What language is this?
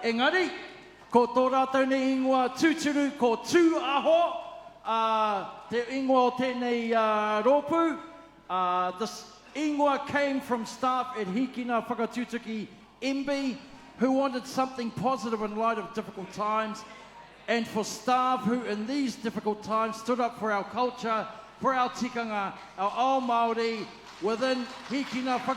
Māori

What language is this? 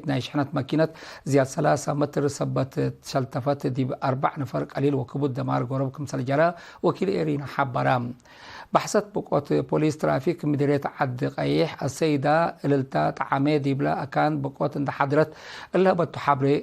Tigre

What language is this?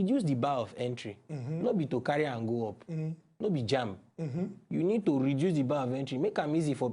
Nigerian Pidgin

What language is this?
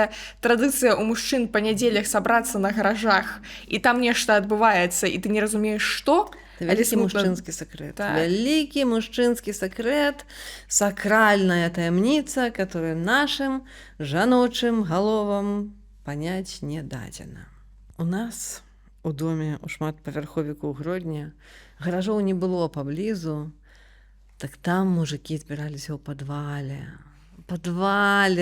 Belarusian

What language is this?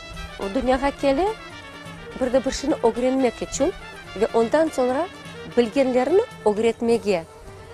Crimean Tatar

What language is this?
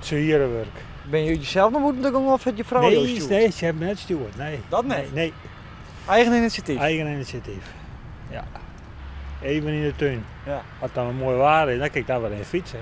Western Frisian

